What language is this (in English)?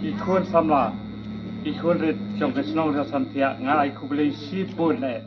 Khasi